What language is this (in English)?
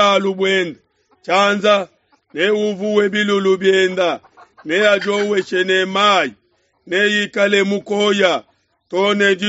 Luba-Lulua